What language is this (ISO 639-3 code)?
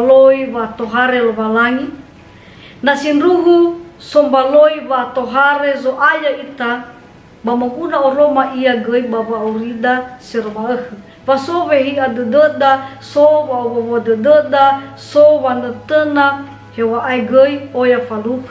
nia